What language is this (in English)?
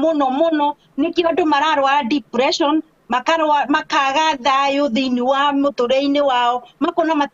Kikuyu